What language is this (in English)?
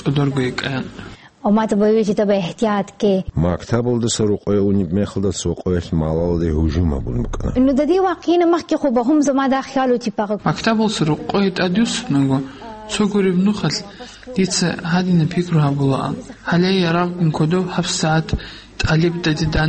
Avaric